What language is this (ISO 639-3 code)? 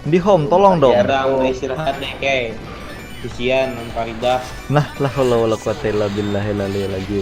bjn